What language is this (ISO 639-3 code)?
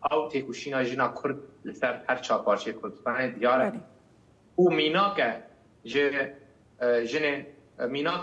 kur